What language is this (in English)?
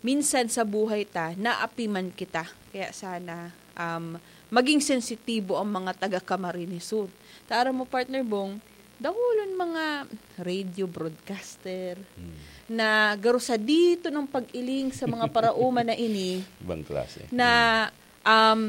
Bikol